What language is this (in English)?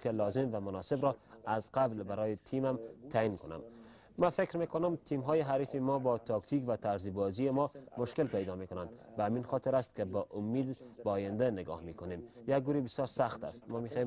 Persian